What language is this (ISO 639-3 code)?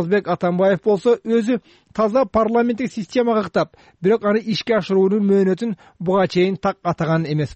kir